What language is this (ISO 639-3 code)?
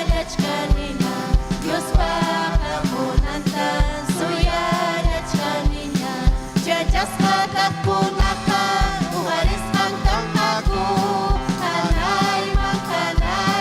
quy